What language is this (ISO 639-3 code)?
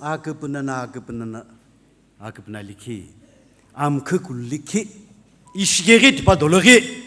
nsm